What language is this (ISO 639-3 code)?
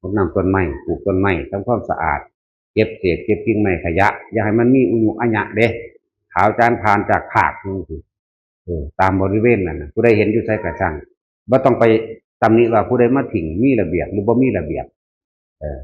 tts